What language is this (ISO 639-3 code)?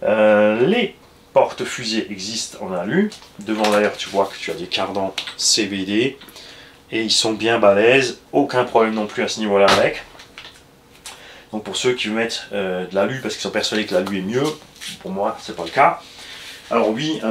fra